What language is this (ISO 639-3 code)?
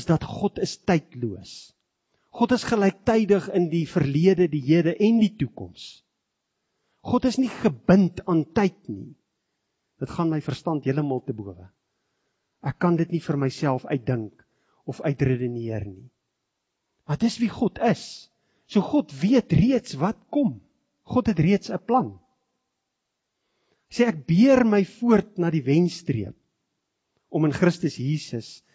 afr